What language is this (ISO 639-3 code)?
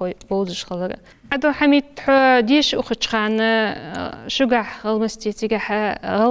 inh